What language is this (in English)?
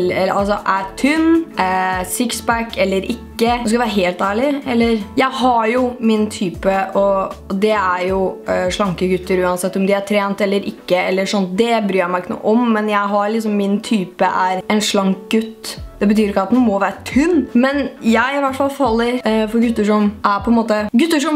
Norwegian